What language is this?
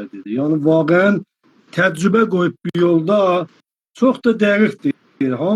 Azerbaijani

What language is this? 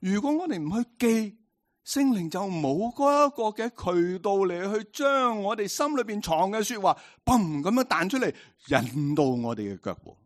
Cantonese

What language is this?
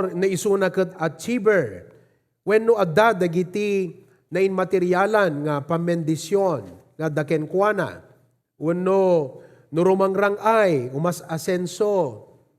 Iloko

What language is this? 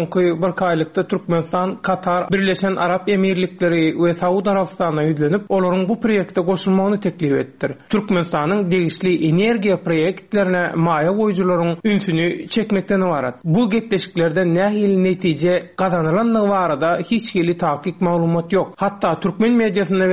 Turkmen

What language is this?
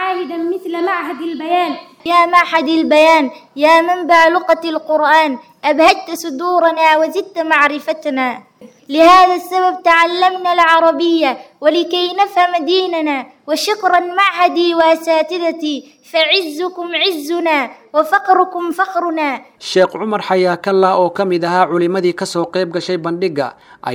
Somali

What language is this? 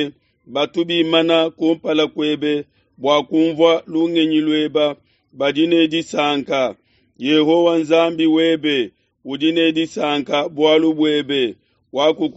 Luba-Lulua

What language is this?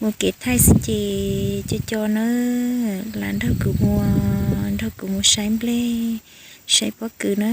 Hmong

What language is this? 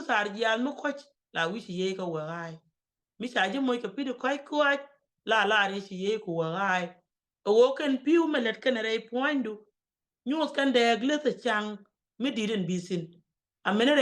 Nuer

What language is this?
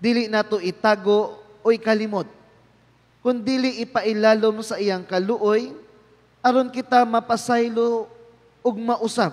Cebuano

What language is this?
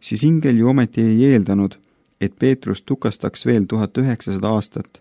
Estonian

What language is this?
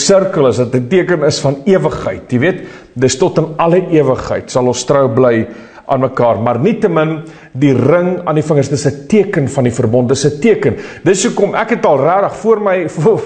Afrikaans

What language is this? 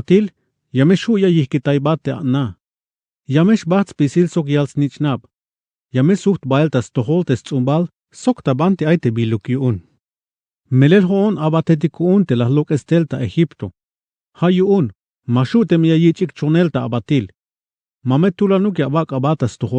Tzeltal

